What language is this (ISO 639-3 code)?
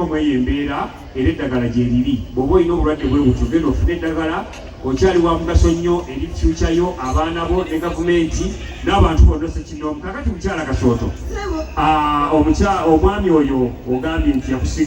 lug